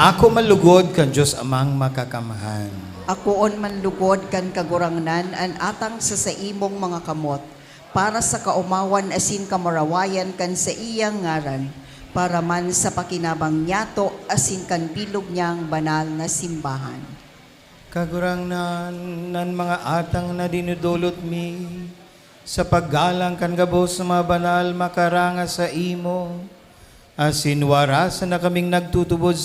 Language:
Bikol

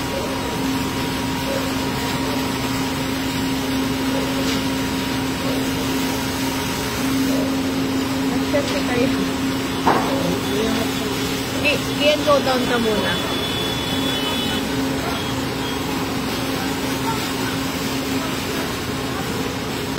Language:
Filipino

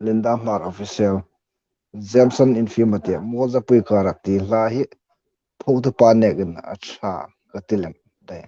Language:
Hmar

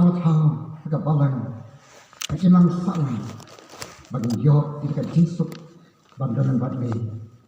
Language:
Khasi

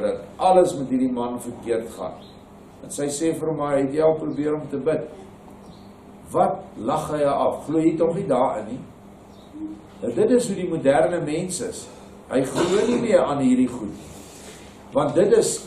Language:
Afrikaans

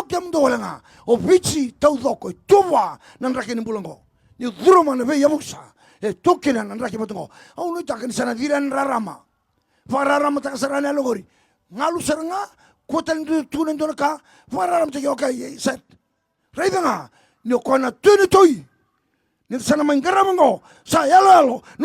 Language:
Fijian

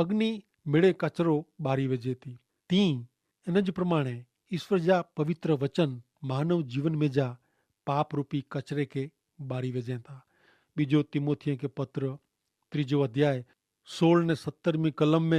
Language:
Kachhi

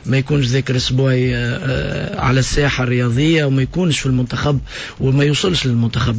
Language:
Tunisian Arabic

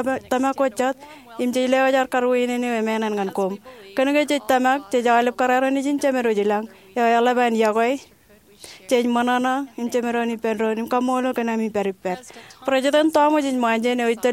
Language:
Marshallese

